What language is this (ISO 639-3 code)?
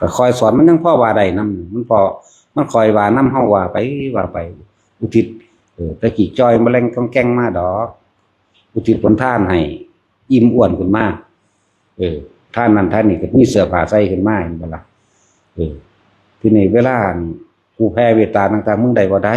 lao